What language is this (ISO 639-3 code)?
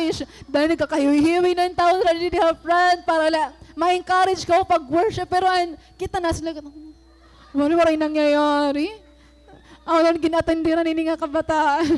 war